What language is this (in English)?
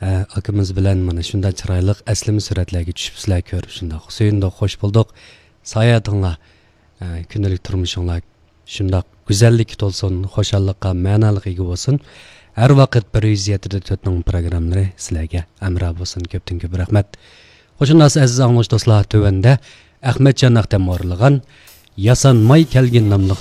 Uyghur